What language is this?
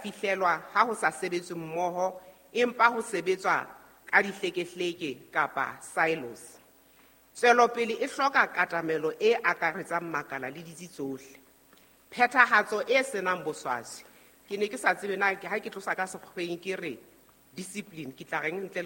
Southern Sotho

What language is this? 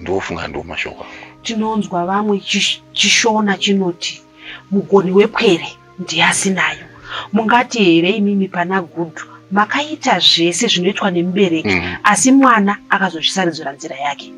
Shona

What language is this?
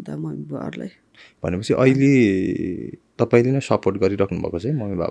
Nepali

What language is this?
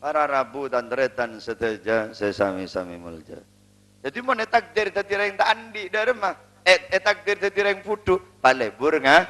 Madurese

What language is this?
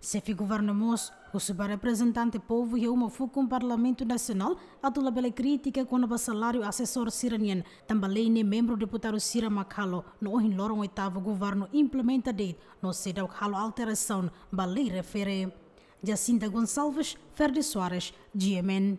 Tetum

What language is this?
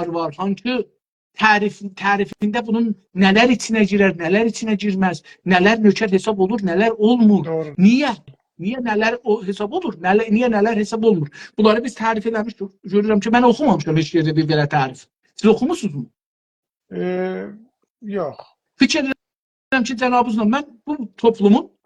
South Azerbaijani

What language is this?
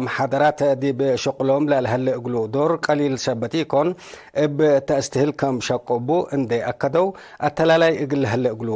Tigre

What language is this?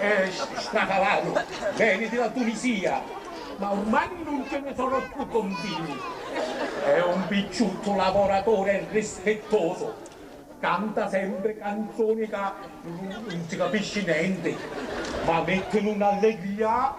Sicilian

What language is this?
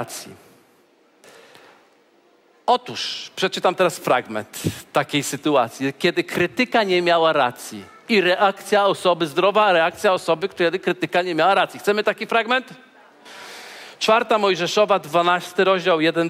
Polish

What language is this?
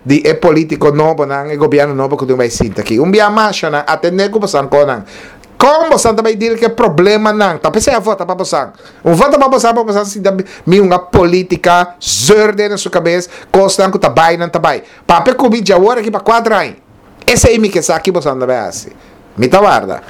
Papiamento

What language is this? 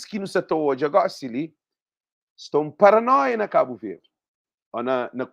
Kabuverdianu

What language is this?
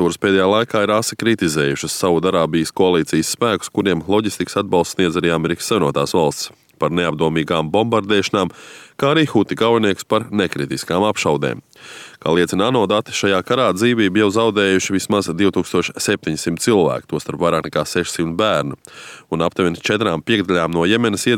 Latvian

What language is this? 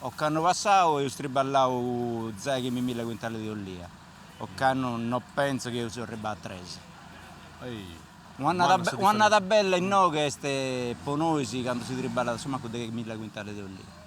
Sardinian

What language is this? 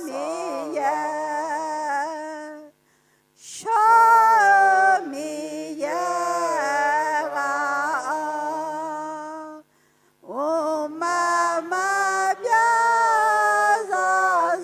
Akha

